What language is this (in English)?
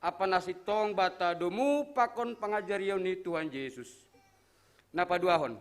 Batak Simalungun